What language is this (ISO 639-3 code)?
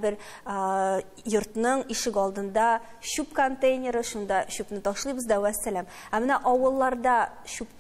tat